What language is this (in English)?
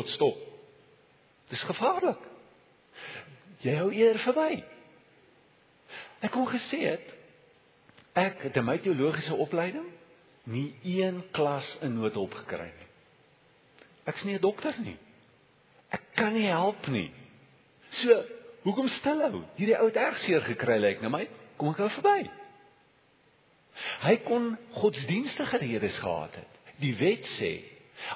Afrikaans